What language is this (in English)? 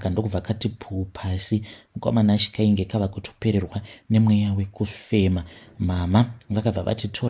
Shona